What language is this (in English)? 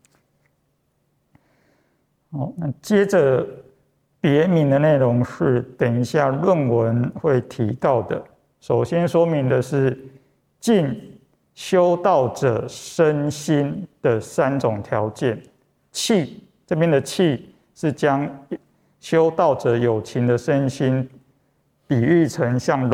Chinese